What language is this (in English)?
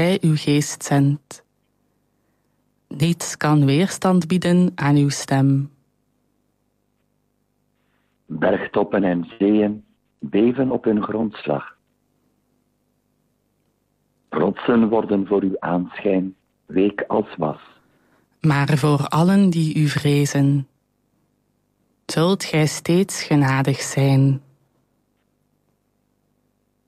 Dutch